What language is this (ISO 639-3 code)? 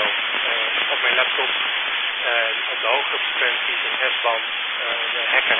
nld